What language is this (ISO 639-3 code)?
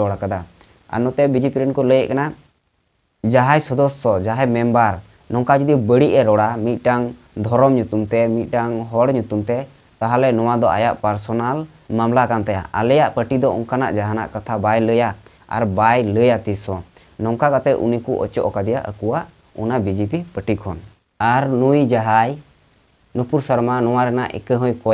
sat